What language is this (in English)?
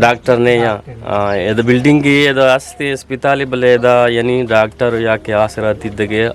Eastern Balochi